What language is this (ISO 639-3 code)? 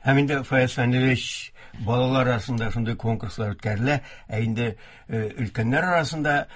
tat